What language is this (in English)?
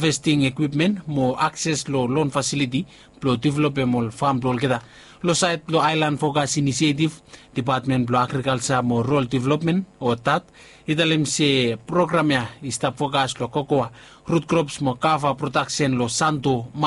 Bislama